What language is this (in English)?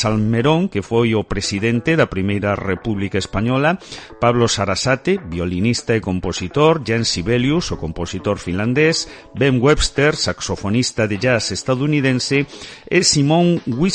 Galician